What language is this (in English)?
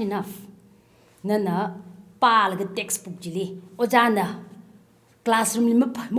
Tangkhul Naga (India)